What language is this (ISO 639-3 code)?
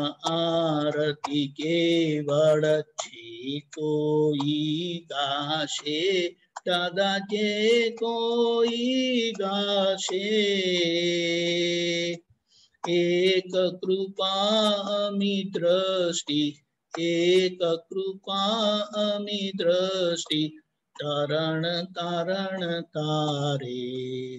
guj